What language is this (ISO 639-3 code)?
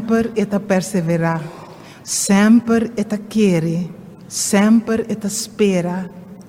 pap